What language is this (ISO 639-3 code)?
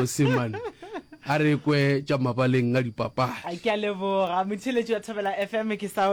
nso